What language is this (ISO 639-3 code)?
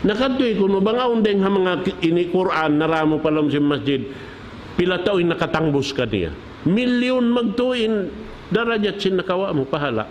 tsg